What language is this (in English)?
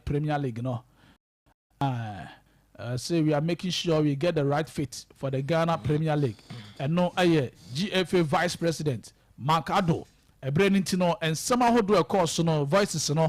Akan